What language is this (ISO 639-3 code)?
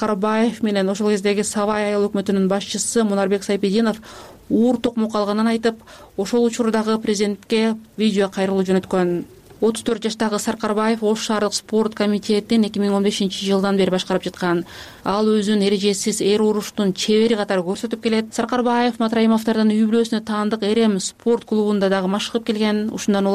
kir